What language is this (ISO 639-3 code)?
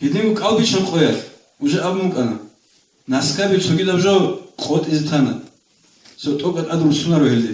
ava